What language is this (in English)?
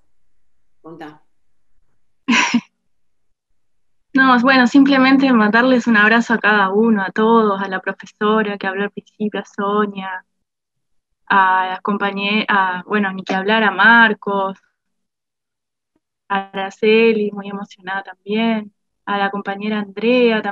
Spanish